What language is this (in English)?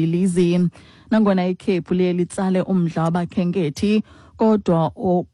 Xhosa